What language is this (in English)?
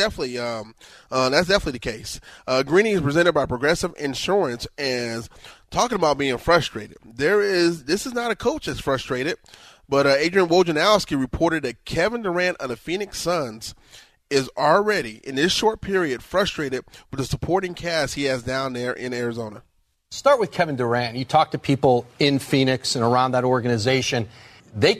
English